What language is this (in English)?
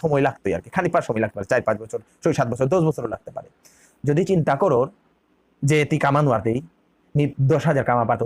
Bishnupriya